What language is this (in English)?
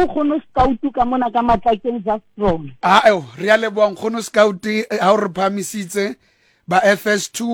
Southern Sotho